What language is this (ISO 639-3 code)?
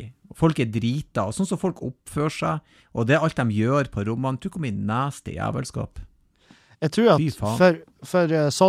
nor